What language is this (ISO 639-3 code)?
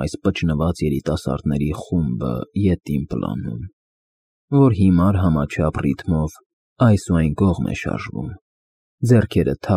hye